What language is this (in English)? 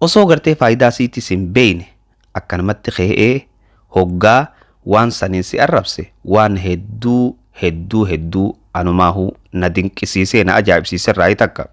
Oromo